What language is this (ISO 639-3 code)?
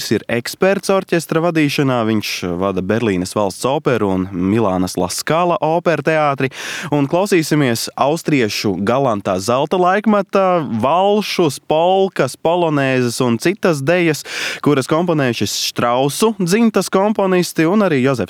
lav